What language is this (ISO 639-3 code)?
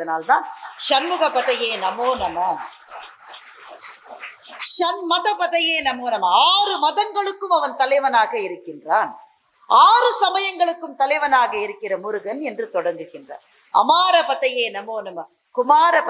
tam